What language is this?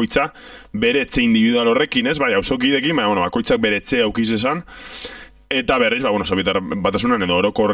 Basque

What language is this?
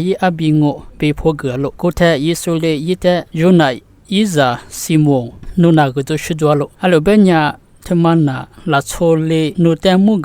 Lisu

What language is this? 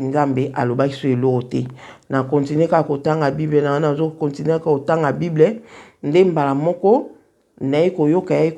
Lingala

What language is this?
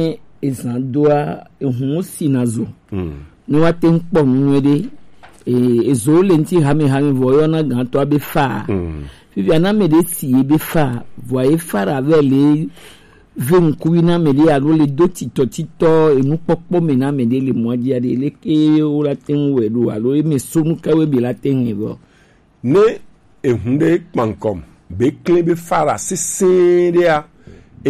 Gen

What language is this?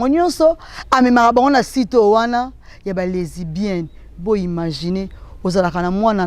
Lingala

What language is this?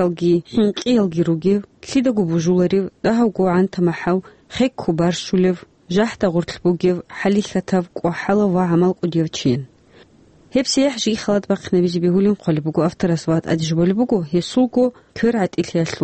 Avaric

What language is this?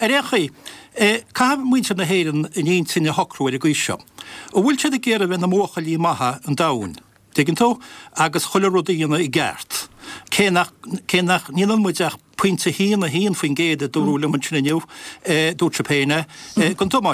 Irish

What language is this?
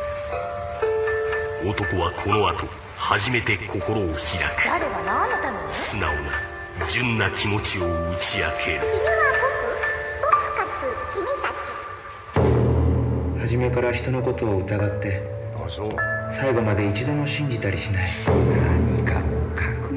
Japanese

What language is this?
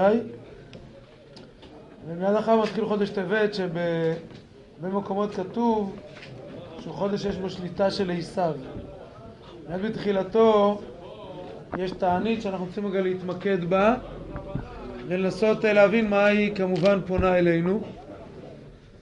Hebrew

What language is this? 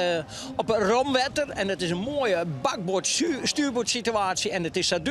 Western Frisian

